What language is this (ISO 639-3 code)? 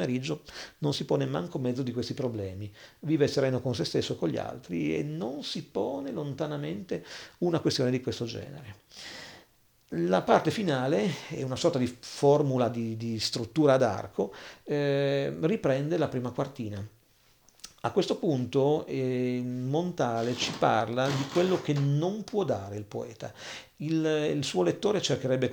ita